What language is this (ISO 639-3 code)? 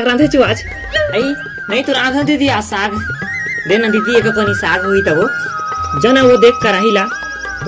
hne